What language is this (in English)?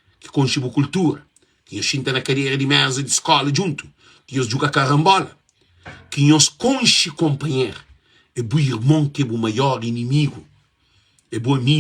Kabuverdianu